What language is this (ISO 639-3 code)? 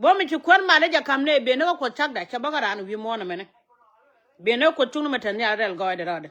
nus